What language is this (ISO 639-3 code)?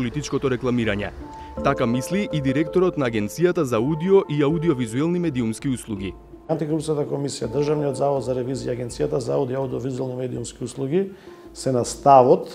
mkd